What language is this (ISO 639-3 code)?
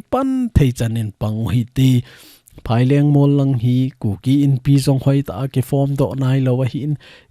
tcz